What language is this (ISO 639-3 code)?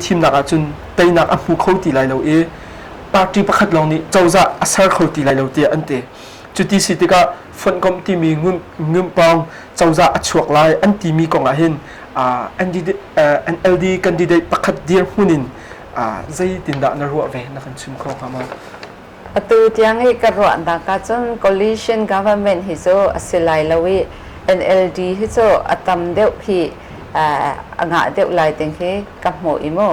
cnh